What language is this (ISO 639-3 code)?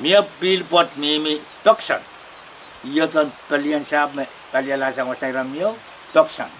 pon